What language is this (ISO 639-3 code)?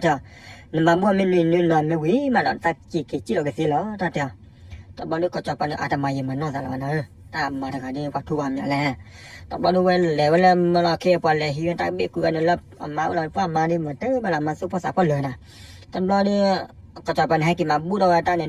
ksw